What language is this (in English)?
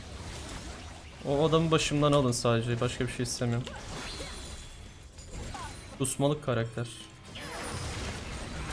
Turkish